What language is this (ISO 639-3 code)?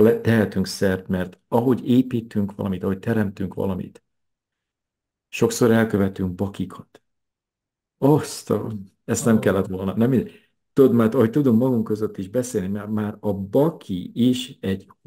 hun